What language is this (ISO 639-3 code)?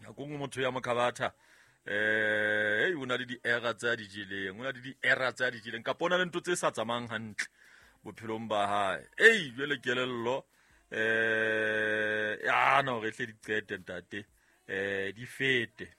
sot